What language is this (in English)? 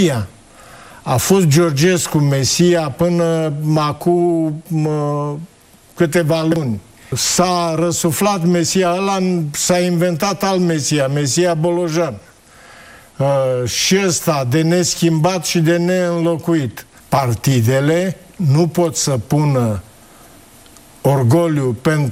Romanian